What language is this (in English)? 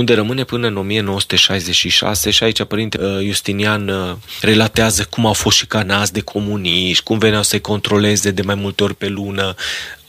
Romanian